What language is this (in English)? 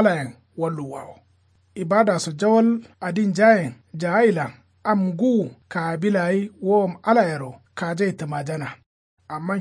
Kanuri